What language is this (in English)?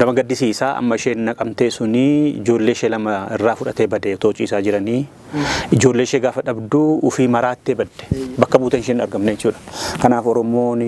Oromo